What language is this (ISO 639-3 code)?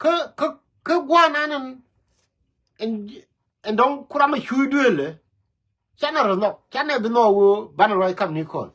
nus